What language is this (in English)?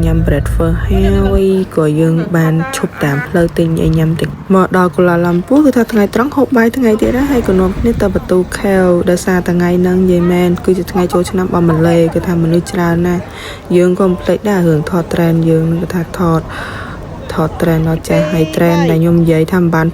Khmer